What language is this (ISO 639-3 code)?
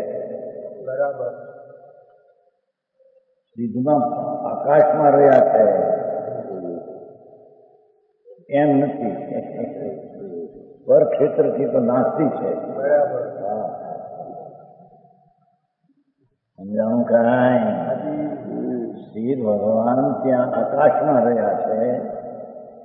guj